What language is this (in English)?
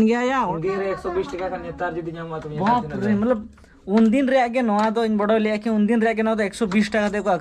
Santali